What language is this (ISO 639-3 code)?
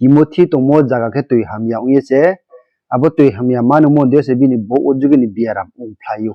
ria